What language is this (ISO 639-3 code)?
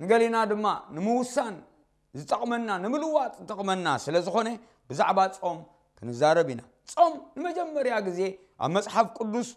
tir